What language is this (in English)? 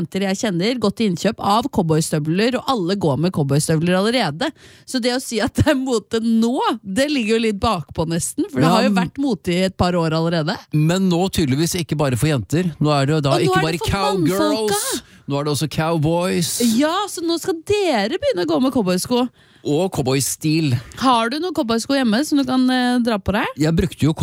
Norwegian